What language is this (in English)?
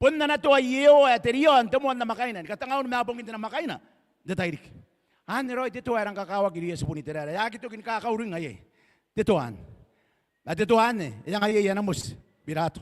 Gilbertese